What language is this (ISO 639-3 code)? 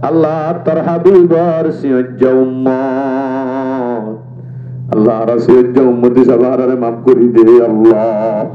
rhg